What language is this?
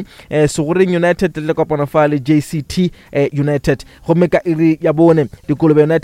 Northern Sotho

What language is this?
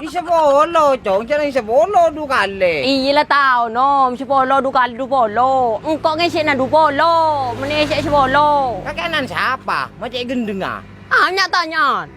Madurese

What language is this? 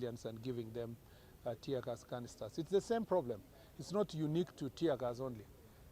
Kikuyu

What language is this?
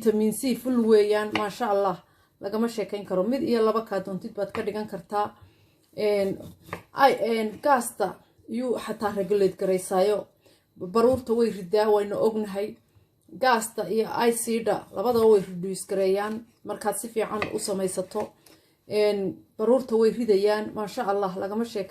Somali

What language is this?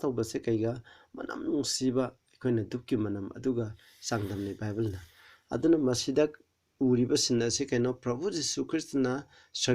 Manipuri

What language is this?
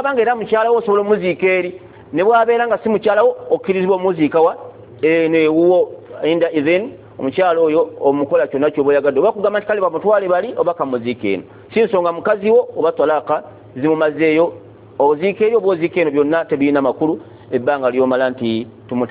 Ganda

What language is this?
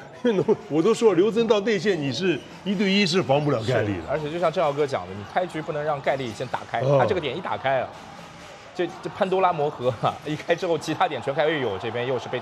Chinese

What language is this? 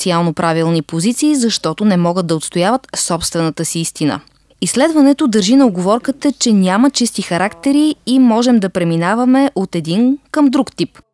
Bulgarian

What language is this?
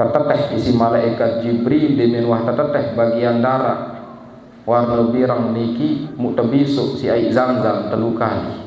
Sasak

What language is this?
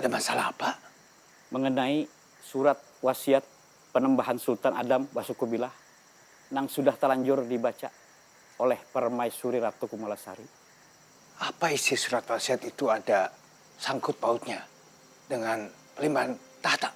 Banjar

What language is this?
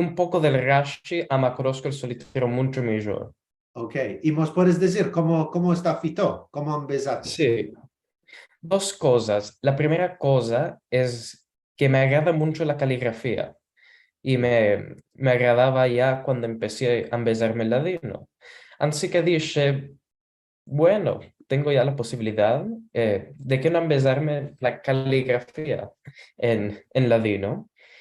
Ladino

